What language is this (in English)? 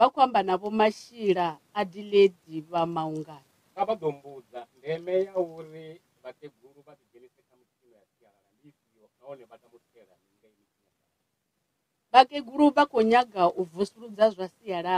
Venda